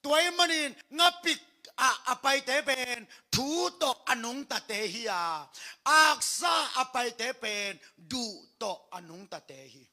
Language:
Tedim Chin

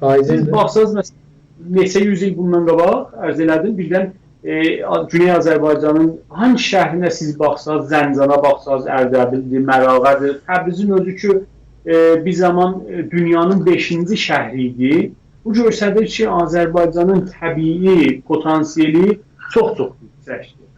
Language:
South Azerbaijani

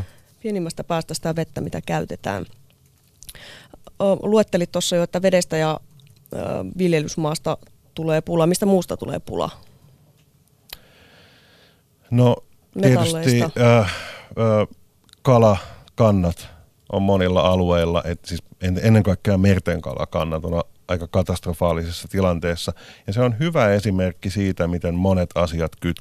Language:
Finnish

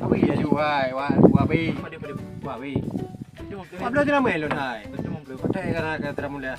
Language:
Achinese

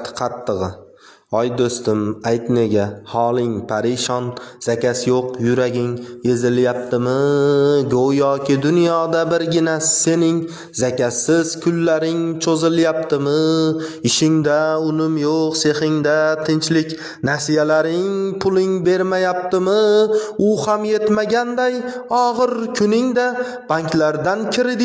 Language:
Uzbek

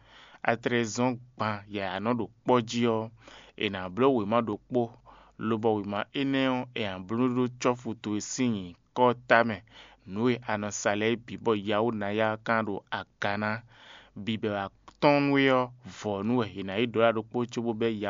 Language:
Fon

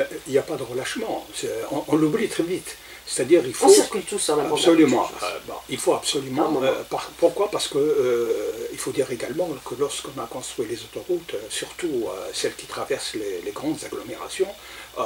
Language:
French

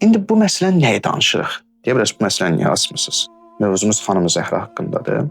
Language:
Azerbaijani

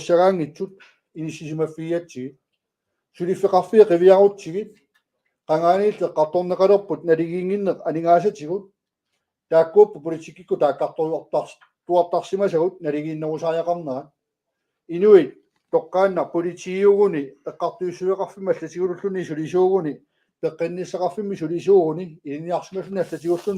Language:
Kalaallisut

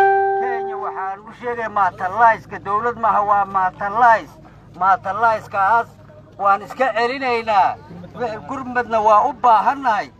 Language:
Somali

